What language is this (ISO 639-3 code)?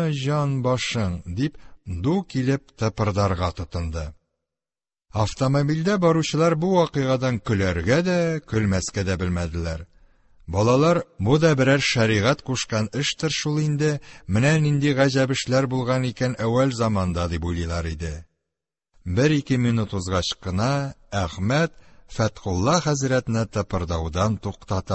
tat